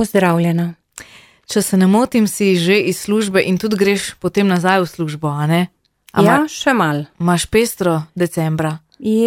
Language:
Slovenian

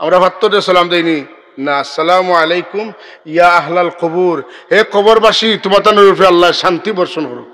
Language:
Sylheti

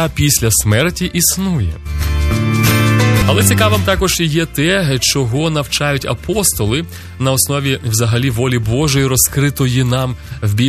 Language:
Ukrainian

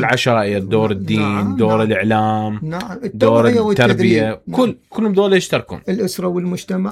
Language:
Mesopotamian Arabic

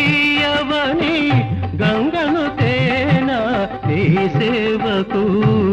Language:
Telugu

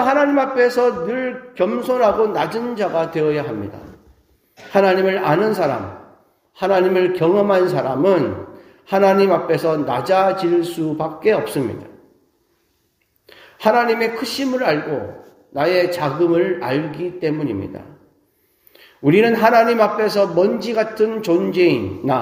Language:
Korean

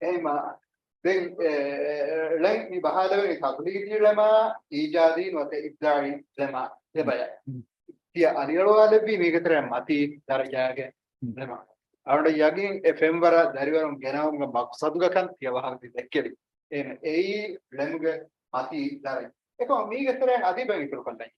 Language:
Divehi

